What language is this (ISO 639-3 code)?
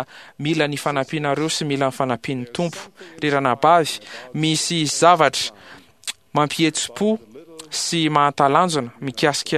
mlg